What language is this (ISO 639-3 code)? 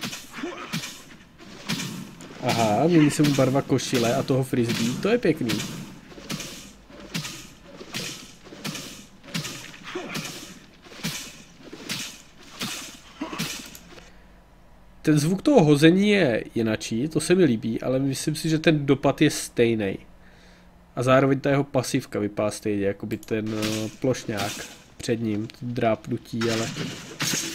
ces